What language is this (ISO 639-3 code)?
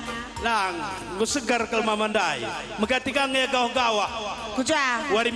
btx